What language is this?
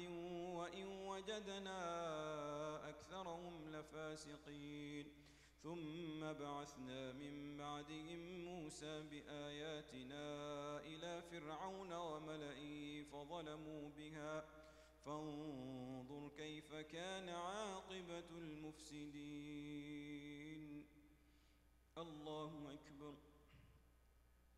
Arabic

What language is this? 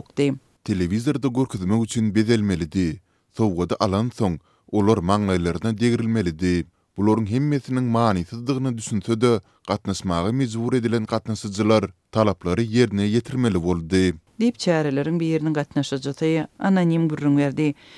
Turkmen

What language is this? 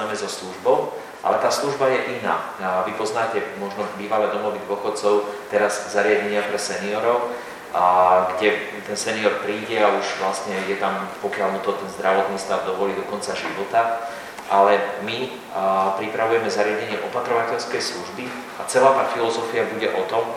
Slovak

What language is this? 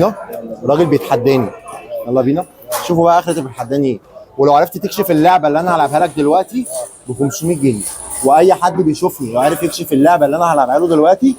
Egyptian Arabic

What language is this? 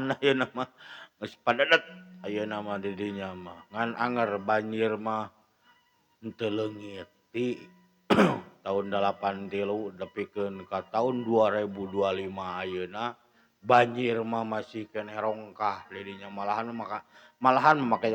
Sundanese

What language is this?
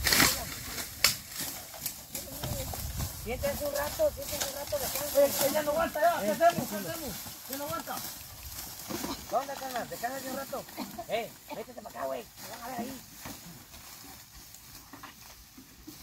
Spanish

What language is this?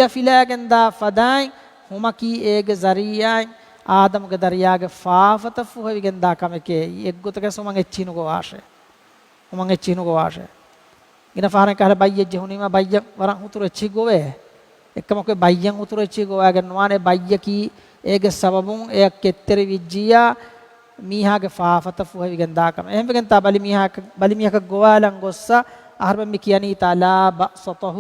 Divehi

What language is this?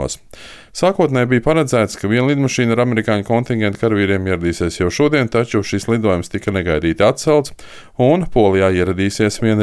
Latvian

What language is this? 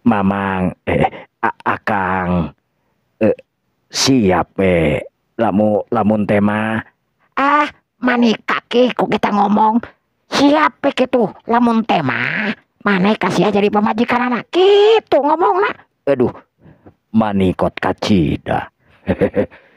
Sundanese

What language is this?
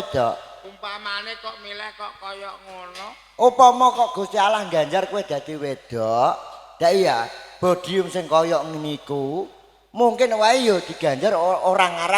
Javanese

